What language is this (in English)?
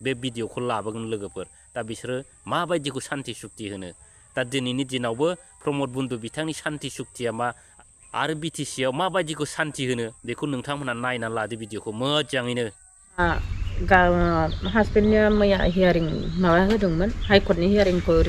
Bodo